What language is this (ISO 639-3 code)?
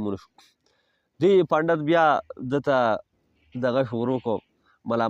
pus